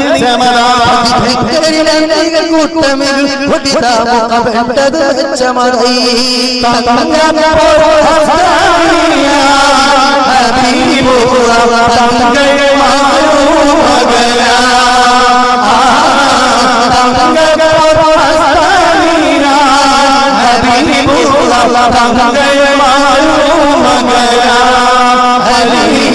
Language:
Malayalam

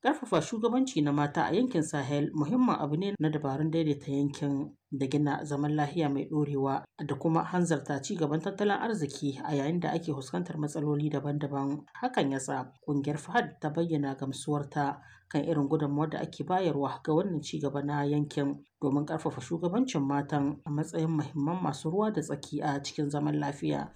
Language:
Hausa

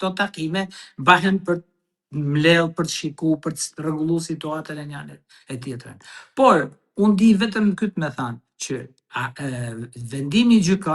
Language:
Albanian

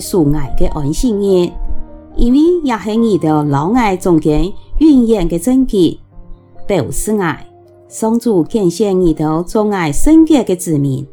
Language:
Hakka Chinese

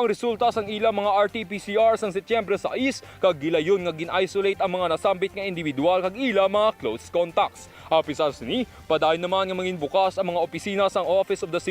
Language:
Hiligaynon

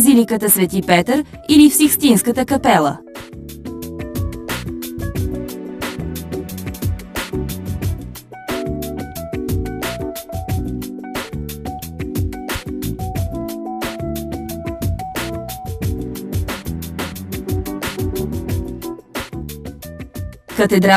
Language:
Bulgarian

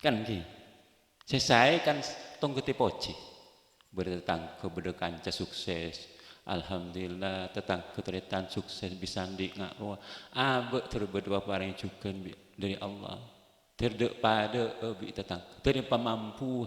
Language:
Madurese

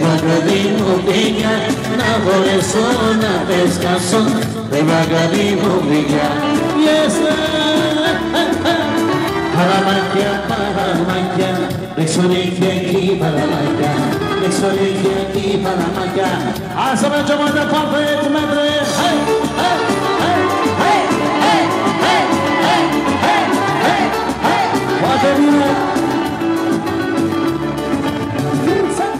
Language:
Romanian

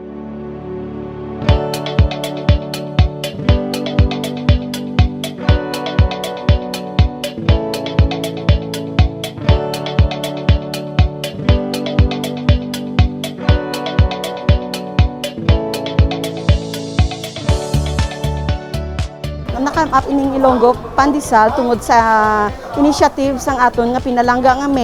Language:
Hiligaynon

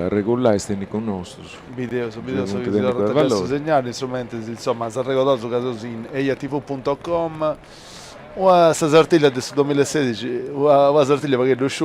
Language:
Sardinian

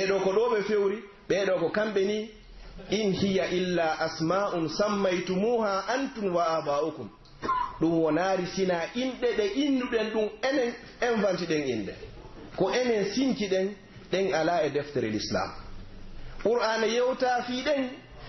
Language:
Pular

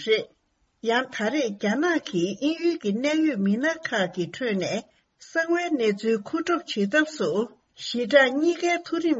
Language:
Tibetan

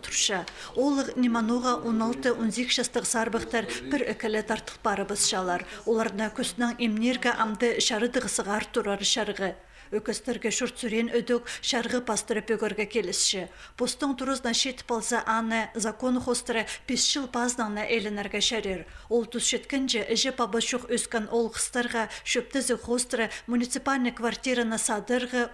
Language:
Khakas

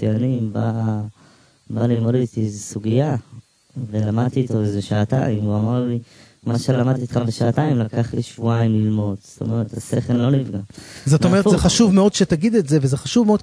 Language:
Hebrew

